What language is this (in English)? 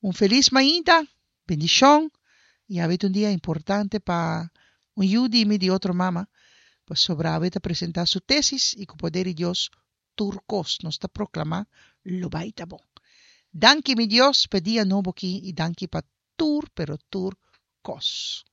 Papiamento